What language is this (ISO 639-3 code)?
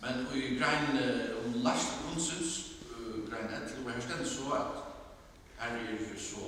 fao